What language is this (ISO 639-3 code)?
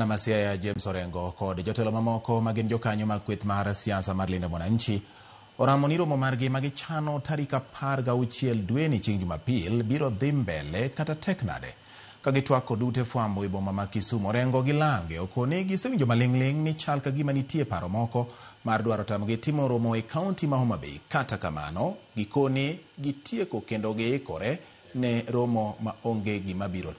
luo